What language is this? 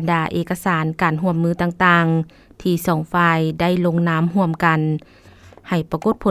Lao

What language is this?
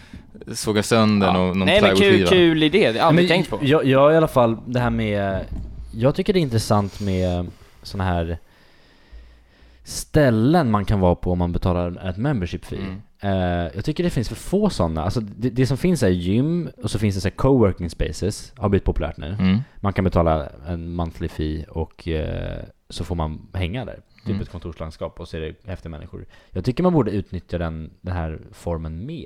Swedish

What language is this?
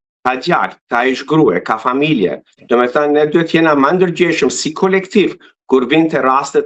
Albanian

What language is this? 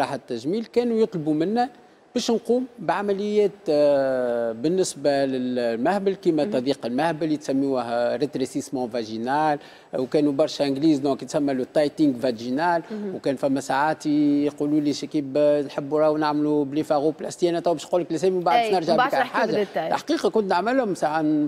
Tunisian Arabic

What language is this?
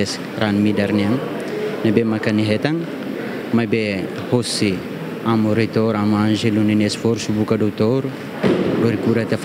Tetum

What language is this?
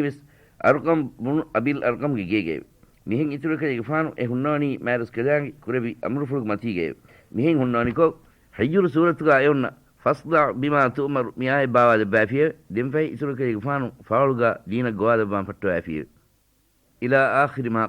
Divehi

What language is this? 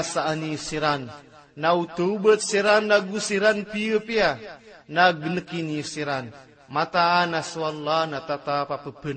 Maranao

